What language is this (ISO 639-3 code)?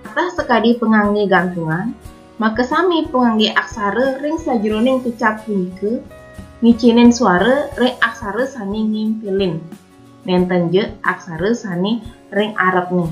ban